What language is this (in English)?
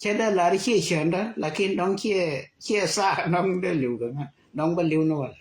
Nuer